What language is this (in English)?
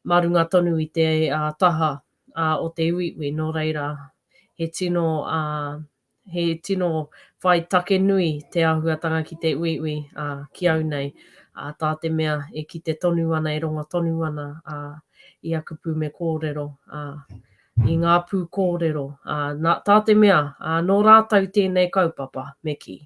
Māori